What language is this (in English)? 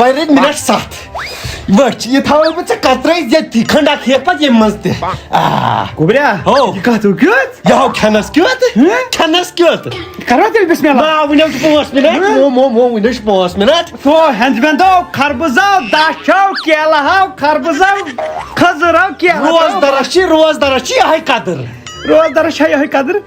Kashmiri